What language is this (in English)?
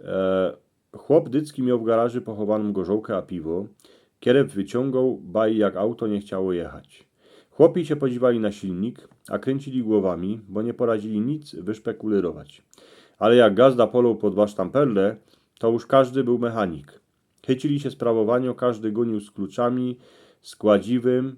Silesian